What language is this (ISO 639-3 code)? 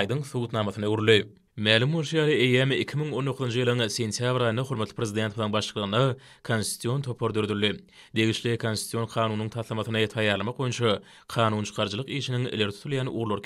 tuk